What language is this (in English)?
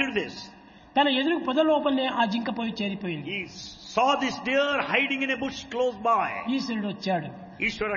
Telugu